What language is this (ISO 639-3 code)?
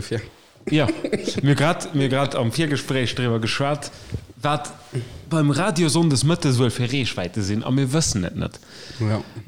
ltz